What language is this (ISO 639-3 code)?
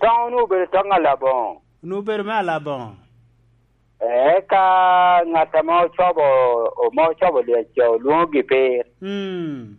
laj